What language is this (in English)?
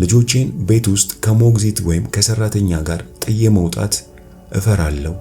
Amharic